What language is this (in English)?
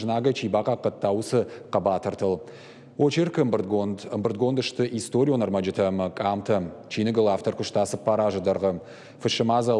Ossetic